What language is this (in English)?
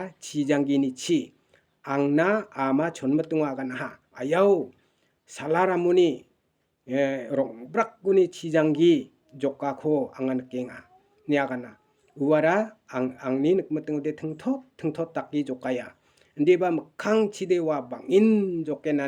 Garo